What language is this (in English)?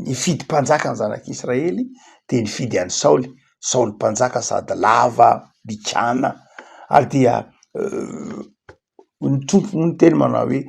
Malagasy